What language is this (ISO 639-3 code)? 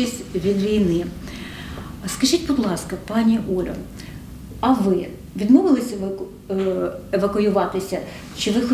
ukr